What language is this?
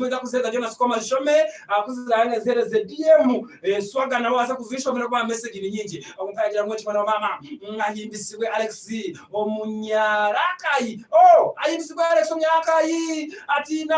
Nyankole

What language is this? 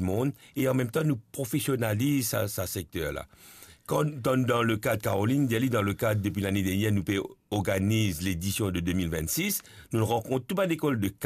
Morisyen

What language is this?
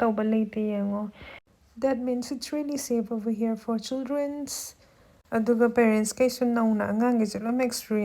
Manipuri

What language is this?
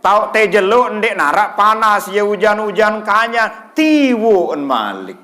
Sasak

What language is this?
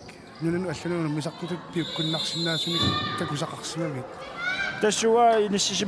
Kalaallisut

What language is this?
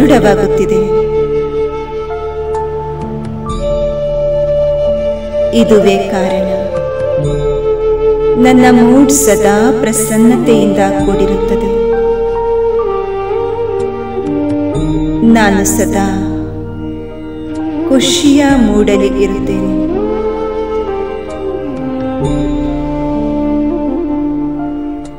Kannada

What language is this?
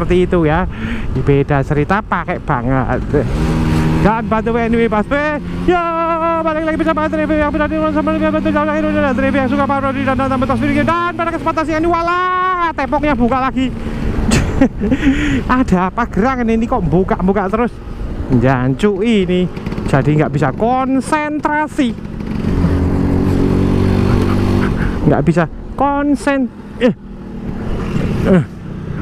Indonesian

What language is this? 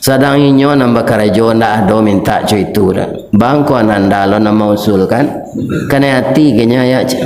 Minangkabau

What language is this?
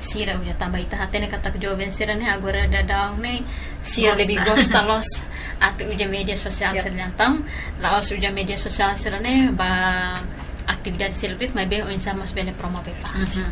Tetum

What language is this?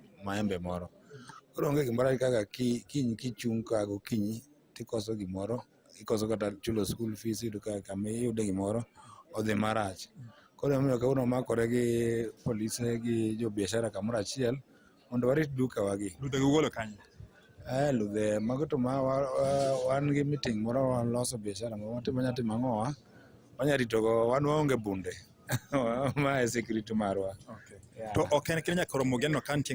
Luo (Kenya and Tanzania)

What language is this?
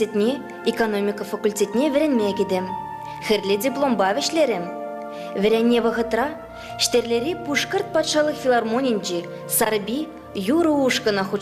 Chuvash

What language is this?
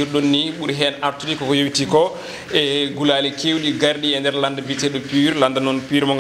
Fula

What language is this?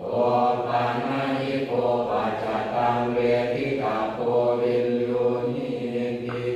Pali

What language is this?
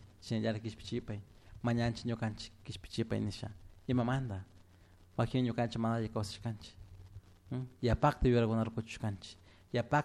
Chimborazo Highland Quichua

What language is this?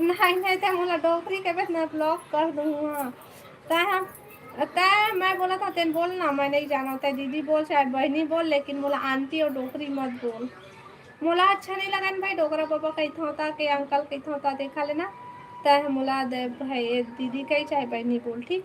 Chhattisgarhi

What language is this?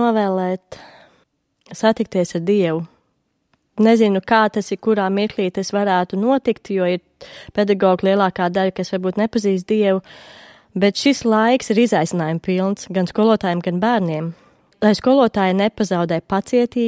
Latvian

